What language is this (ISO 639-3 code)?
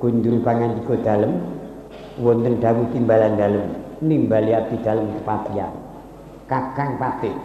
jav